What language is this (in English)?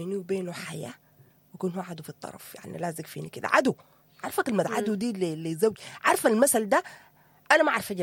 Sudanese Arabic